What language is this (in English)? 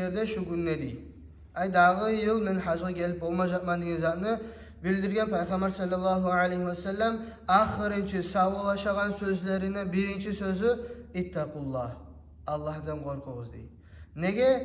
Kumyk